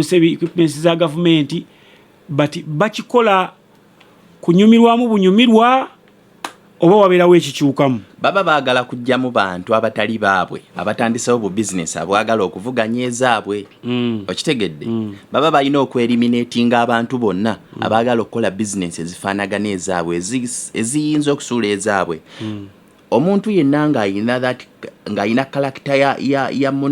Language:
Ganda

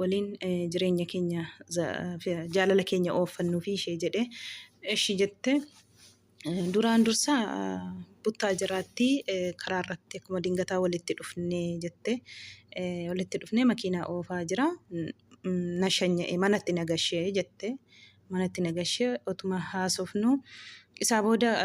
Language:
Oromo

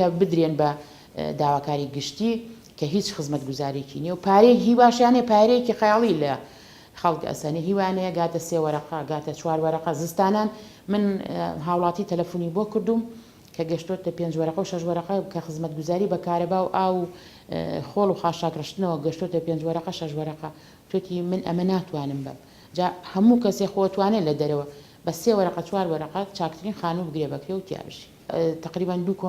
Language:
Central Kurdish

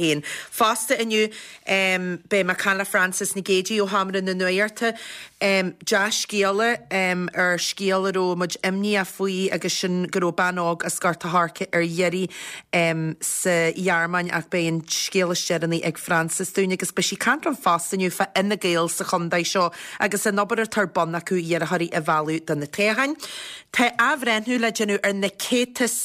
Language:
Irish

